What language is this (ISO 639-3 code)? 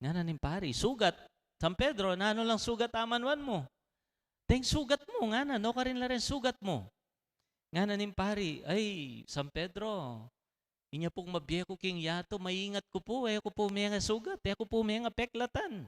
pam